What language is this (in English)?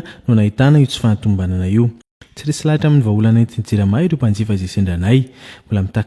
Malagasy